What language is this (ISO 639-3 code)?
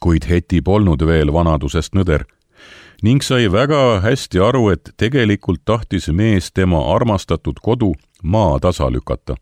est